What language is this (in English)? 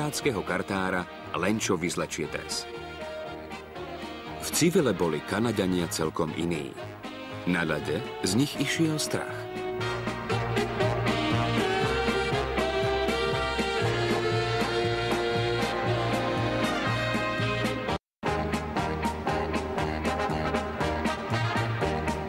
Slovak